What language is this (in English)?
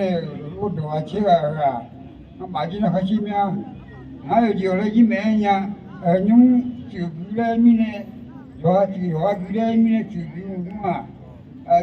Akha